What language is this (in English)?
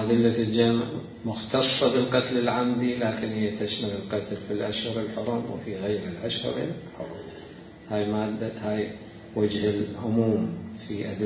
Mesopotamian Arabic